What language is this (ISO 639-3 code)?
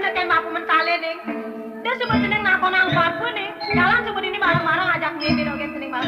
ban